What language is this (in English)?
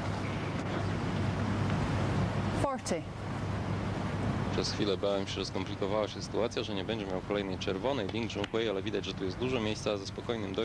Polish